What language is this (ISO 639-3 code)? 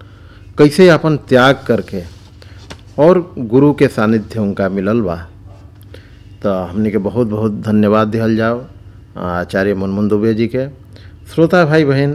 bho